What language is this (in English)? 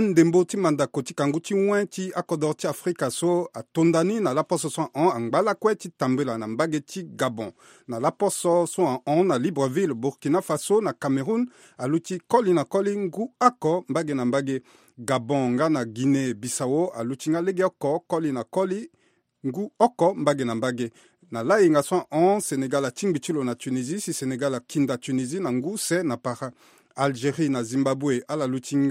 Sango